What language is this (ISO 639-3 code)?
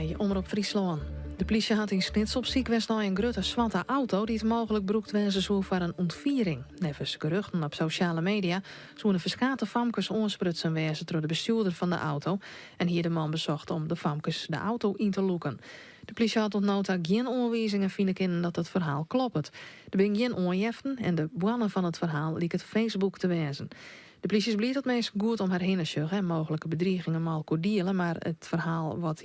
fry